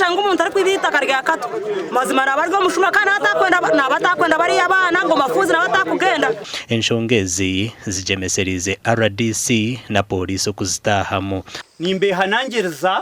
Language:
Nyankole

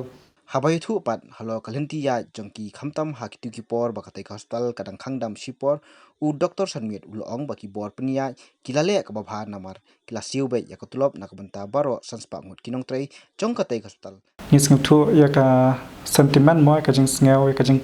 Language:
Khasi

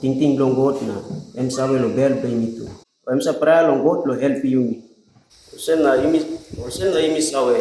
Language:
Tok Pisin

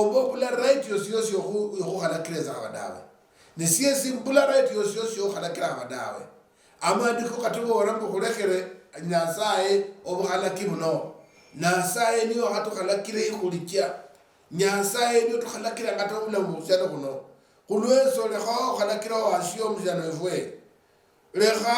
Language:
Luyia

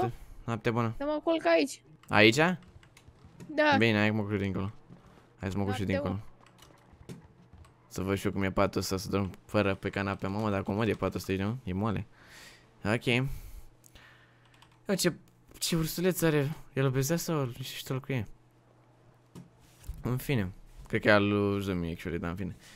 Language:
Romanian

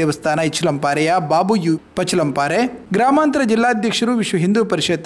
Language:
Kannada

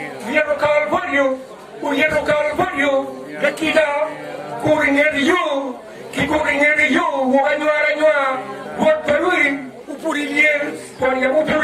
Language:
Acoli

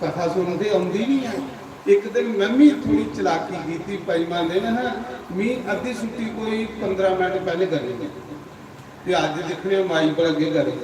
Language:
Dogri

